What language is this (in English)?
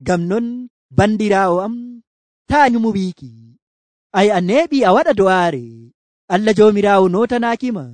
Nigerian Fulfulde